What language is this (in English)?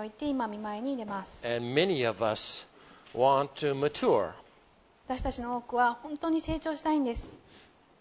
Japanese